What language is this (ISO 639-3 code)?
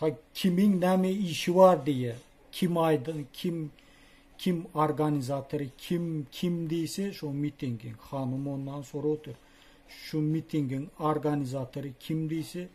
tuk